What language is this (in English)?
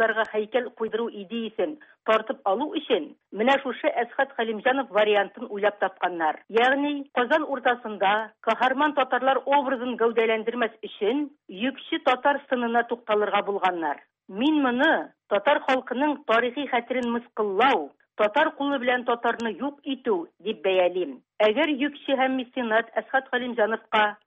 Tatar